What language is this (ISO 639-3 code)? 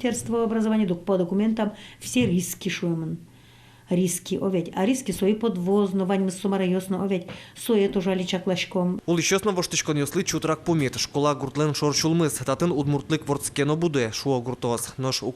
udm